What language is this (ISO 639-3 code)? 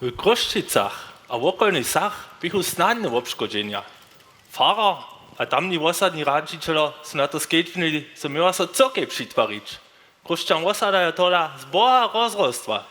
hsb